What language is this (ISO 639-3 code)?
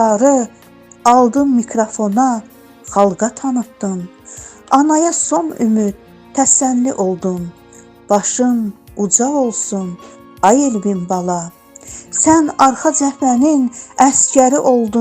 aze